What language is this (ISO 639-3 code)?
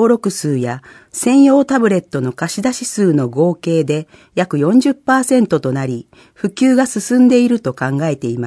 jpn